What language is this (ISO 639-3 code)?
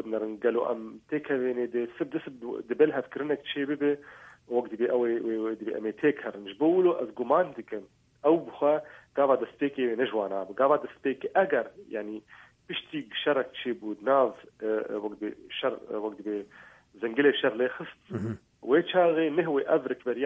kur